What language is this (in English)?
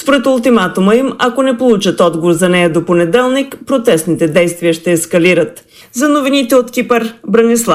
Bulgarian